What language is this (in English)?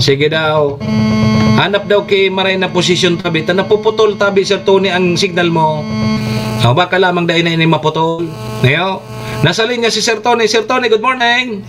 Bikol